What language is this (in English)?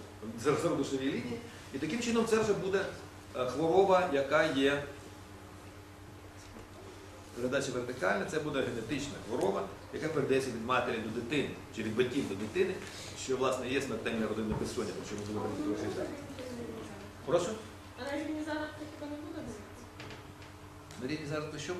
Ukrainian